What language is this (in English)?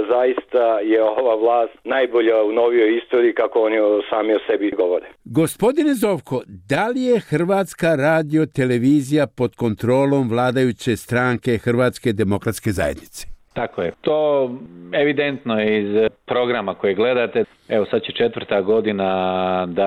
Croatian